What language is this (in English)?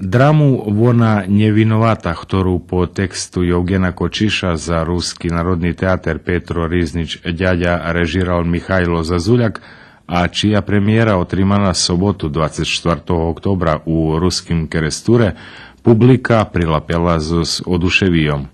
Rusyn